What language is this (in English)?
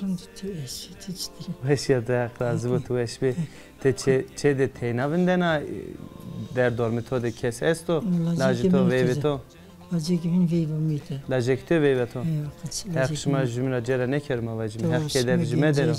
Zaza